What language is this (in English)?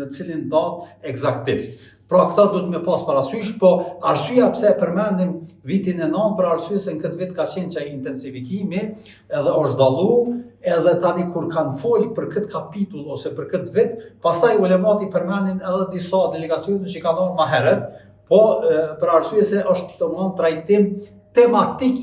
Albanian